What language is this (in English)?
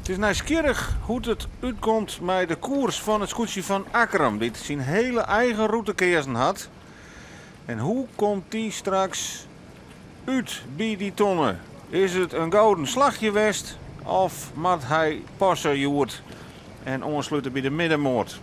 Western Frisian